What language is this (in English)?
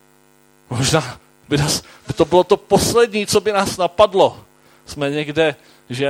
Czech